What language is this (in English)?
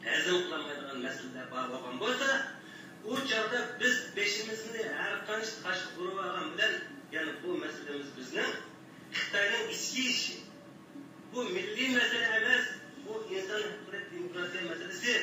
Uyghur